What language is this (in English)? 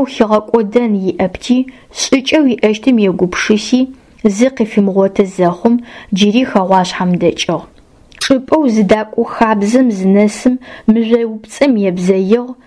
Adyghe